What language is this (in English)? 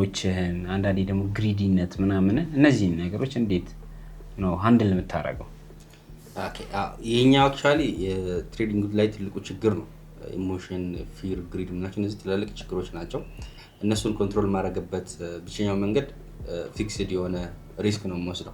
Amharic